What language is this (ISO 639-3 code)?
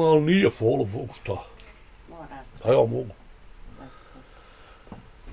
bos